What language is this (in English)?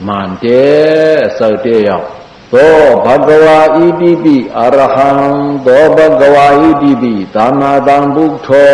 Shan